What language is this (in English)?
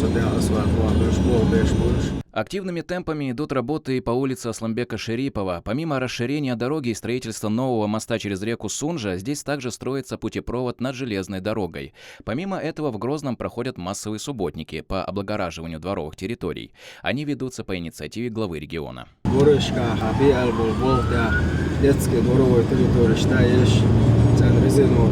Chechen